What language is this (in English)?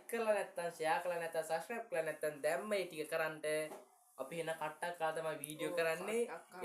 Sinhala